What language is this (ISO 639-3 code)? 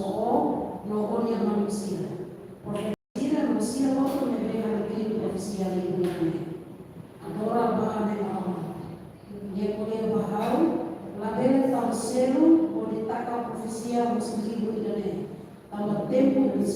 tet